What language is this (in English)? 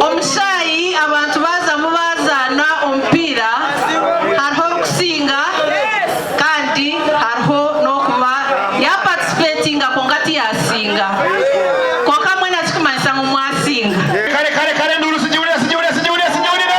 Nyankole